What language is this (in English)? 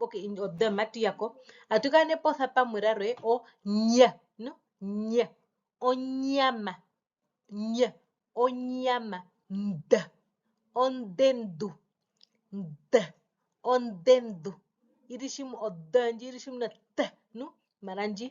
Herero